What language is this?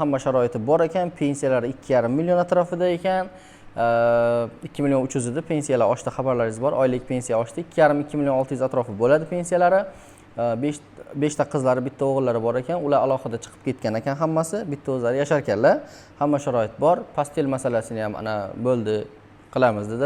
Uzbek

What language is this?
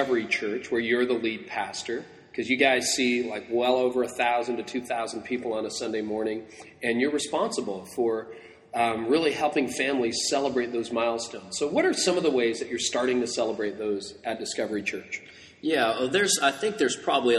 English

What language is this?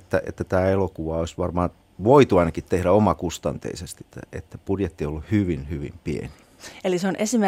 Finnish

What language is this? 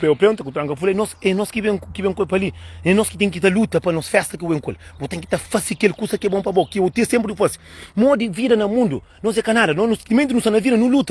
Kabuverdianu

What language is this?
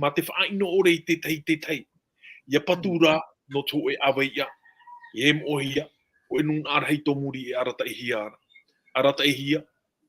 Tahitian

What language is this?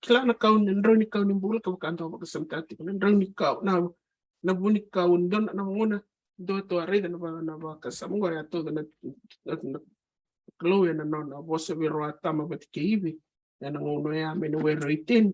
Fijian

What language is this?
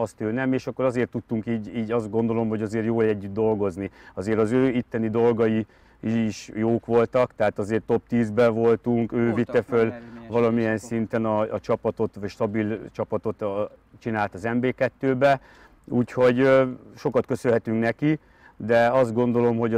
Hungarian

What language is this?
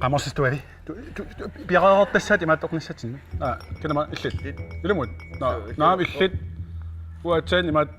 Kalaallisut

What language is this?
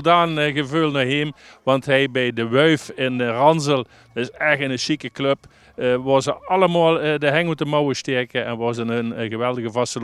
Limburgish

